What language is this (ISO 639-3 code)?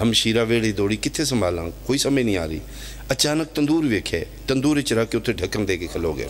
phr